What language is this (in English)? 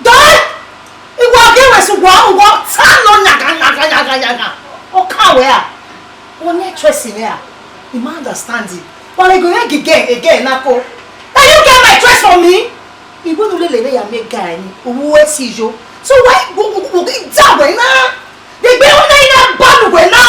Bini